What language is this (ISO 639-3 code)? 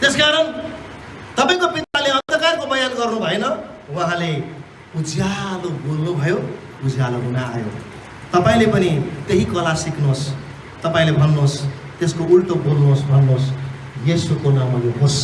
nep